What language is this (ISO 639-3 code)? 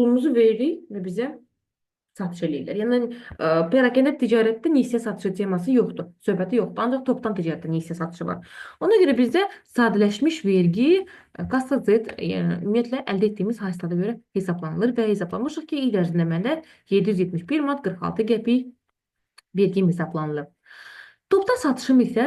aze